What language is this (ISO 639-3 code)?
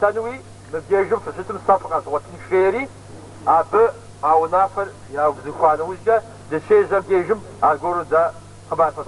kbd